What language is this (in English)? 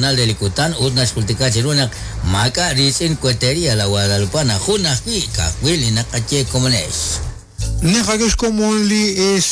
Kekchí